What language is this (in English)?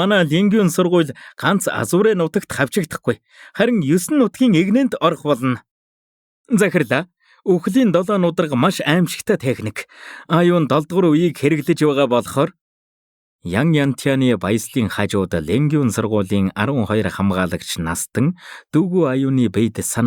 Mongolian